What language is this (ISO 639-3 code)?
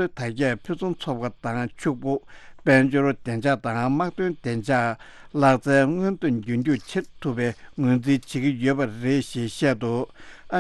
bod